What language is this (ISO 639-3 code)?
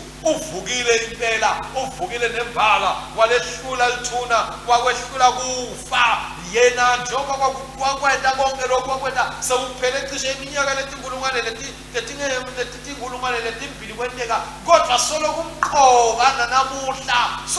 ssw